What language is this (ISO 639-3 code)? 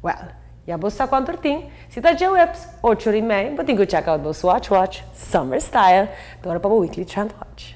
pap